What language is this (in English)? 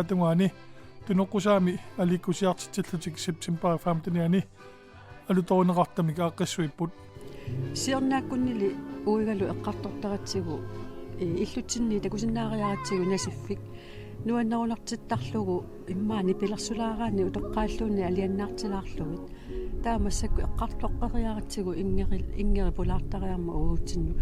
Kalaallisut